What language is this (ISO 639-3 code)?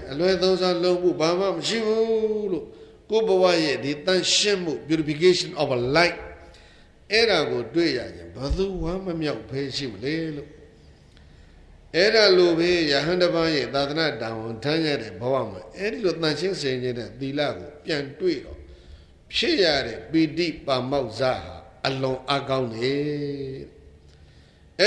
mya